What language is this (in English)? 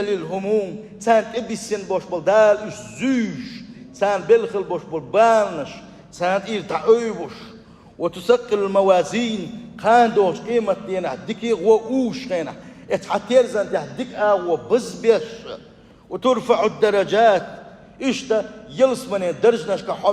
Chechen